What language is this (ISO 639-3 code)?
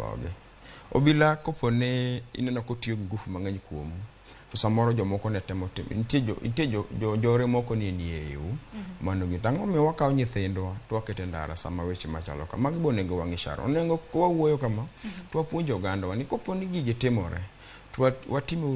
luo